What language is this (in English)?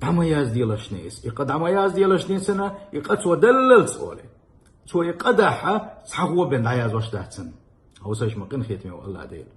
Chechen